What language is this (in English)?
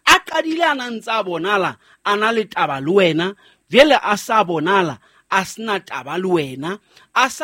Southern Sotho